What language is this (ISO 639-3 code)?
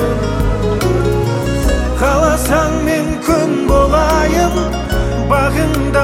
kaz